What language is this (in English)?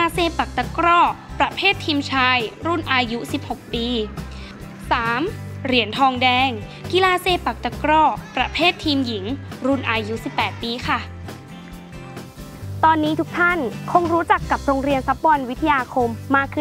Thai